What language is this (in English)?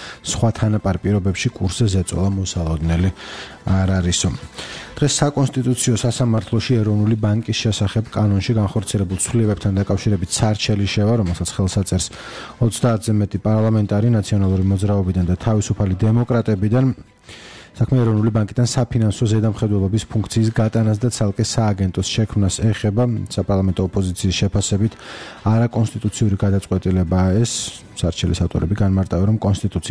Georgian